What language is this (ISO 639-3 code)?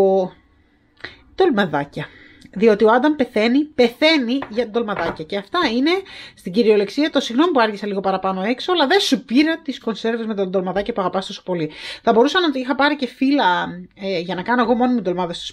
ell